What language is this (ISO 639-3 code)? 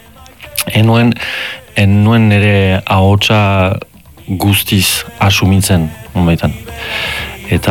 eus